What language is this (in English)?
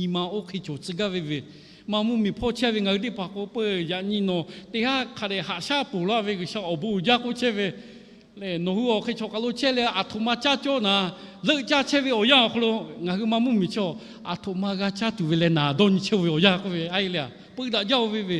Lahu